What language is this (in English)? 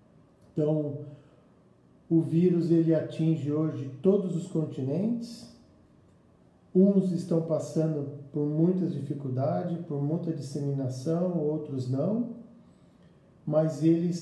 Portuguese